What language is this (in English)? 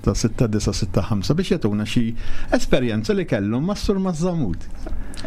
Maltese